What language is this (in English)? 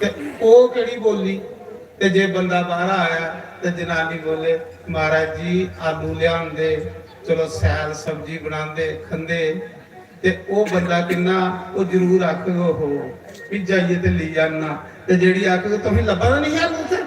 Dogri